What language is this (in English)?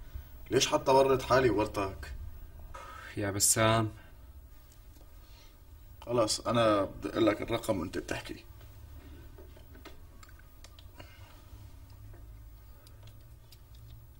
North Levantine Arabic